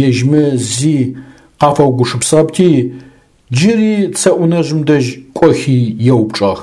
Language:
Adyghe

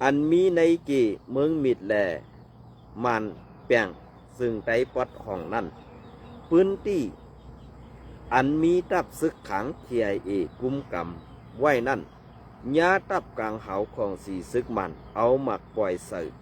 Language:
Shan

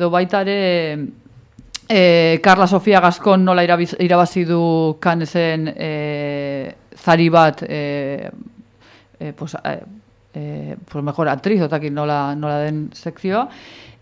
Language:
Basque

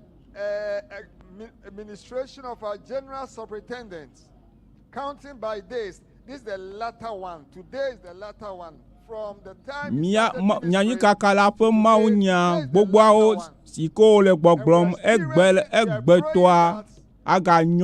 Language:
Ewe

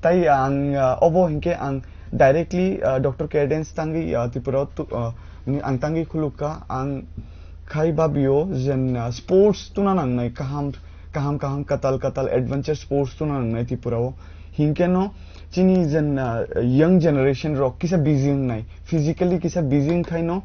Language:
Kok Borok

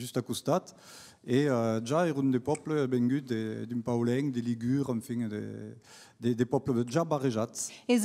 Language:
Occitan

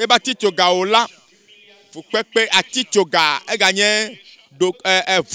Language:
Ewe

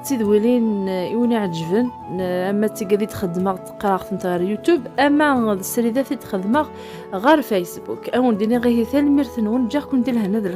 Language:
Kabyle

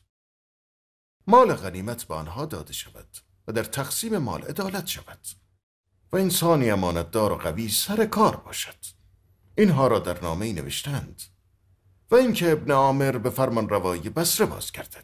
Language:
Persian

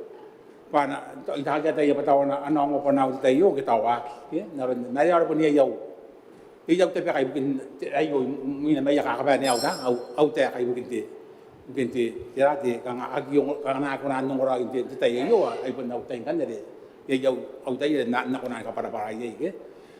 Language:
Gilbertese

